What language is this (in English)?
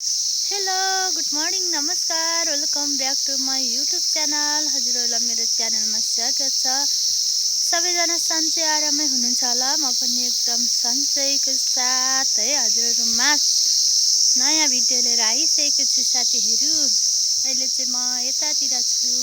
Nepali